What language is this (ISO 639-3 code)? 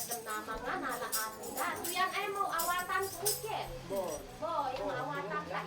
isd